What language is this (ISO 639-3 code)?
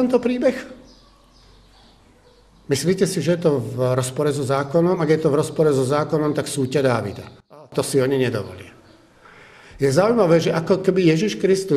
slk